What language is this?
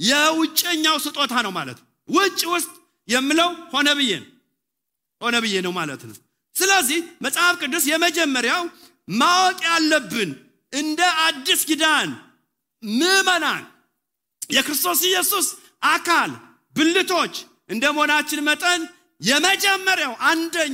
Amharic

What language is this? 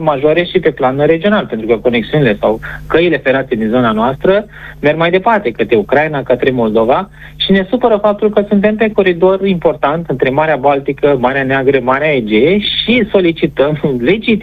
Romanian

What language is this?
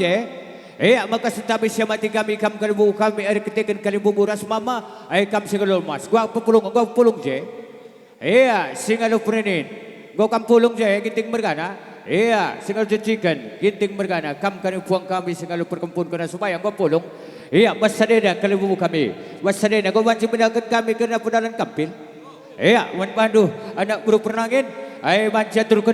Batak Karo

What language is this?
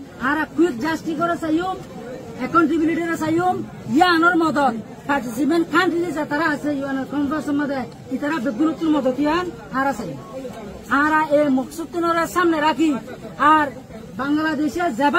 Rohingya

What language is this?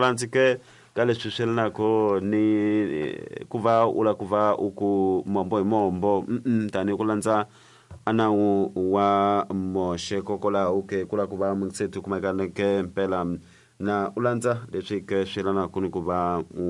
Tsonga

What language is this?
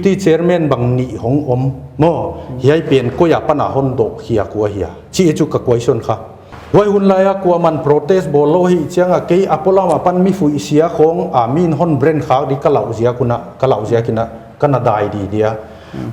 Paite Chin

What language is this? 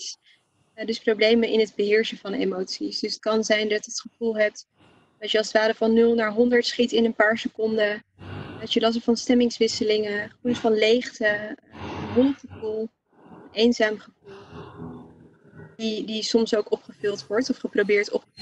Dutch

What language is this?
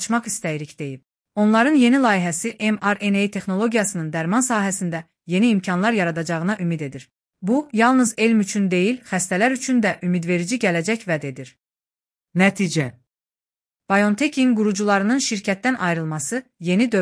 Azerbaijani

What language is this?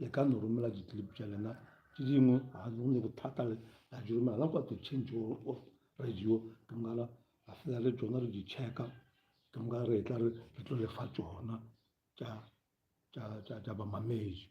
Northern Sotho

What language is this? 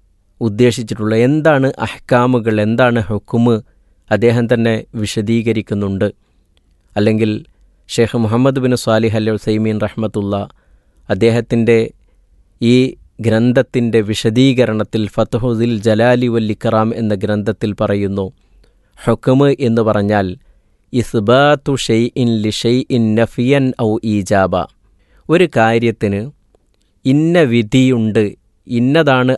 Malayalam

